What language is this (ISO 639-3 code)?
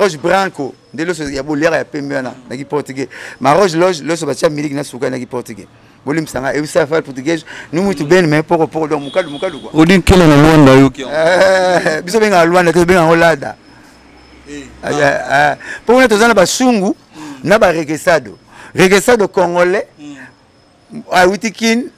lin